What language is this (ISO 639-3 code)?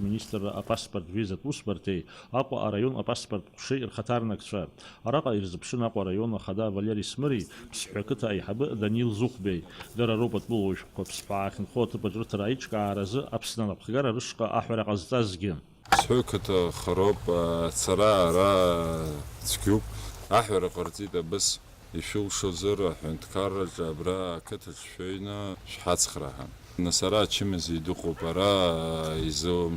abk